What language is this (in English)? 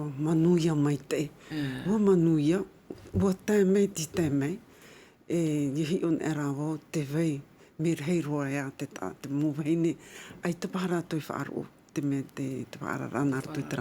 Tahitian